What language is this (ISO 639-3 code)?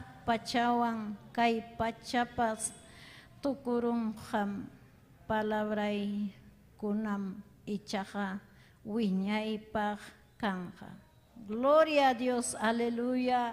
quy